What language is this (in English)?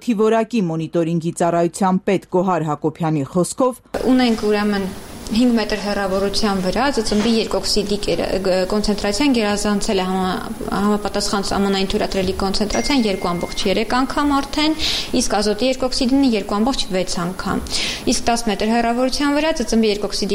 Armenian